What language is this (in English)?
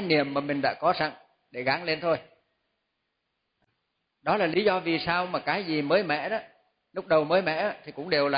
Vietnamese